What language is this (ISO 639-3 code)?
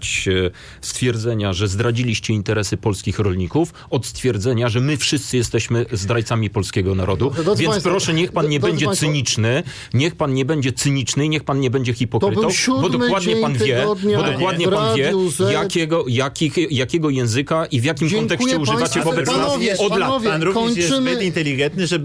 pol